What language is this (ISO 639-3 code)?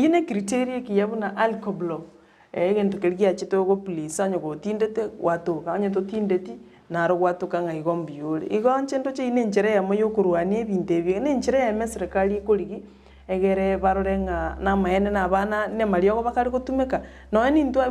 guz